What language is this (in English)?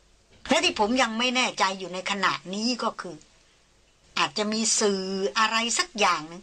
Thai